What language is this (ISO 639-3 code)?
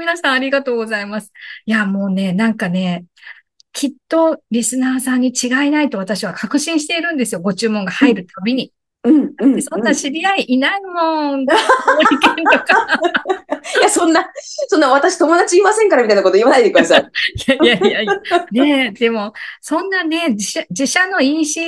jpn